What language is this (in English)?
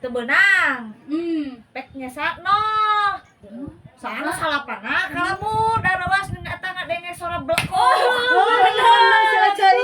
Sundanese